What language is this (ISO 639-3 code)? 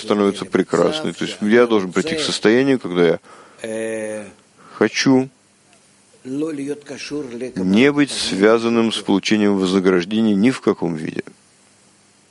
rus